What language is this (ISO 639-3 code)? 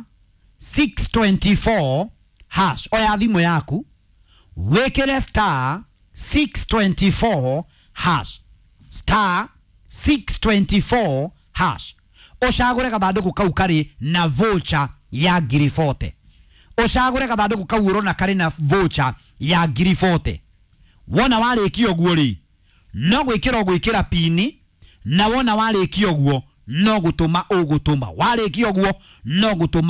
kik